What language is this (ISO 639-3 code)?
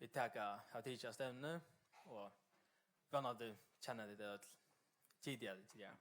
fao